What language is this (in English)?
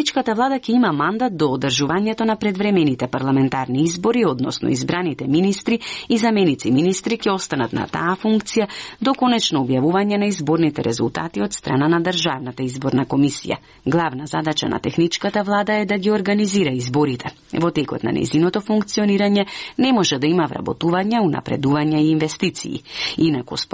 Macedonian